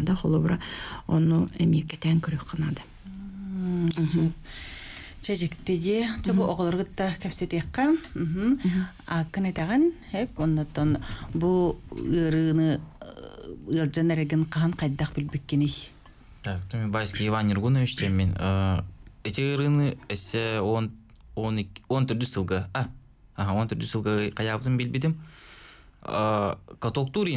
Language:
Yakut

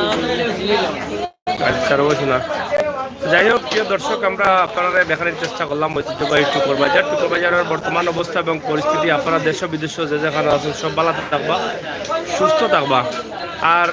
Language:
Sylheti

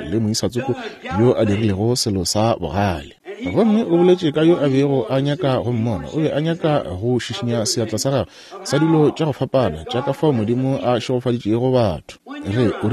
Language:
Northern Sotho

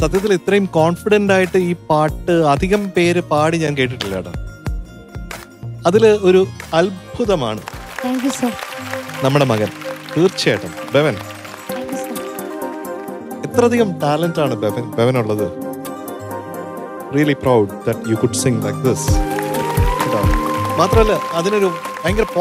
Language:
Malayalam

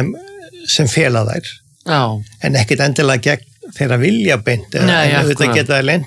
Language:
Icelandic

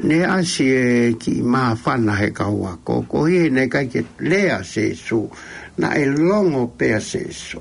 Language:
Tongan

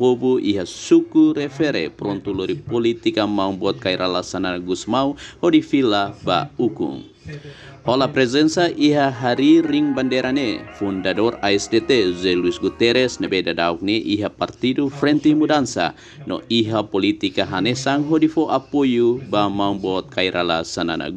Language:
Tetum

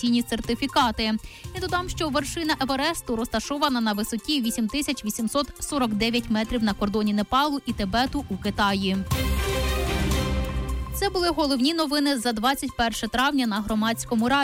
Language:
Ukrainian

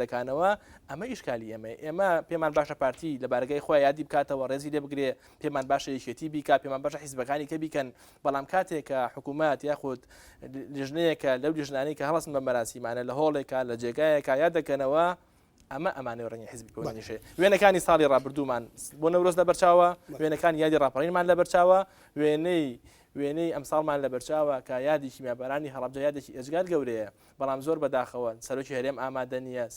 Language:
Central Kurdish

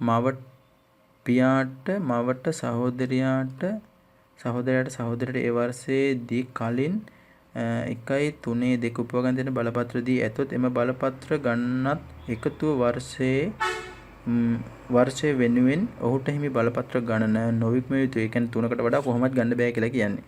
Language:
Sinhala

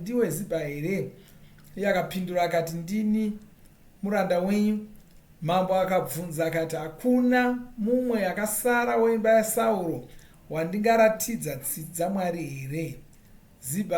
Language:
Shona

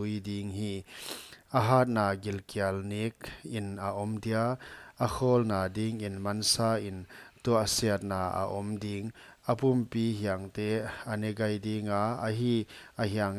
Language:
Paite Chin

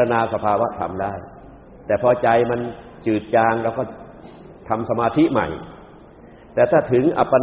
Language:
Thai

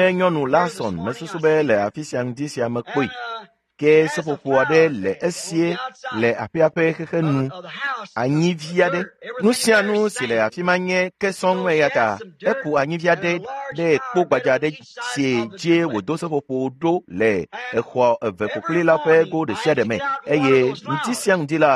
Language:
Ewe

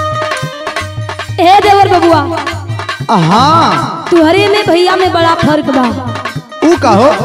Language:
Bhojpuri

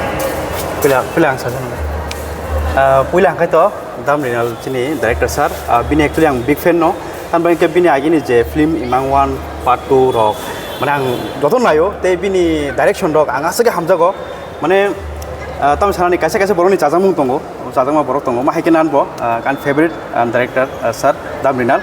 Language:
Kok Borok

